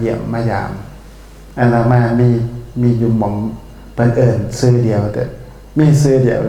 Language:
Northeastern Thai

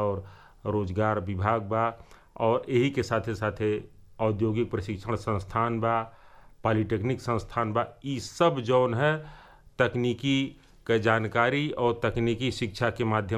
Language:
Bhojpuri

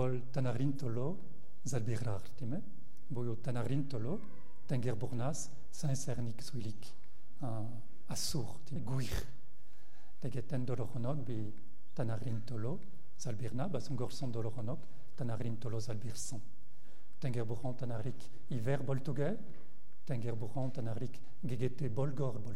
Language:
Mongolian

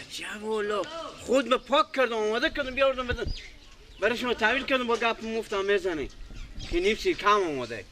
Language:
Persian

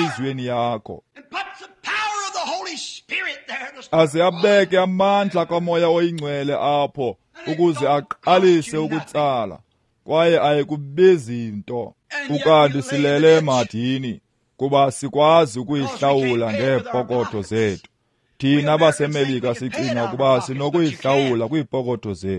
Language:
Xhosa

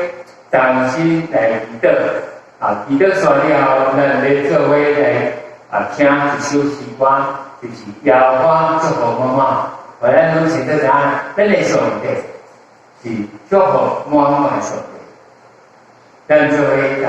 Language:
Min Nan Chinese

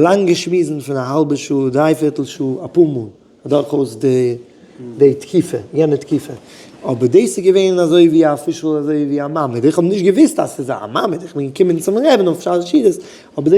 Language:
Yiddish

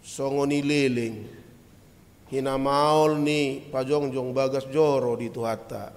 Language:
Batak Toba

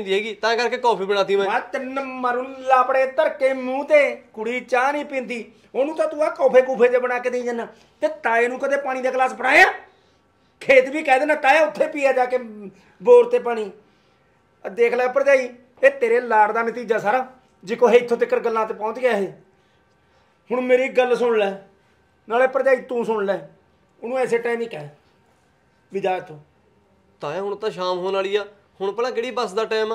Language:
Punjabi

